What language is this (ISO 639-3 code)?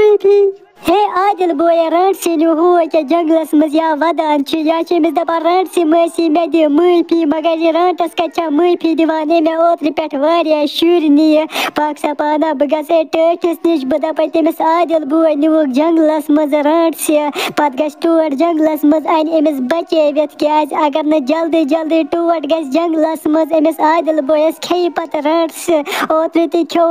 kas